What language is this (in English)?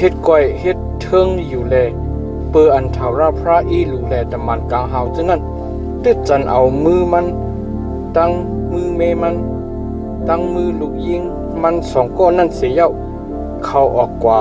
Shan